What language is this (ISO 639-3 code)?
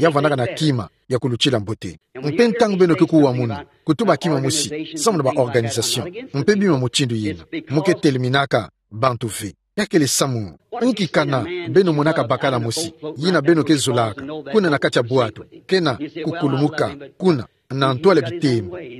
ktu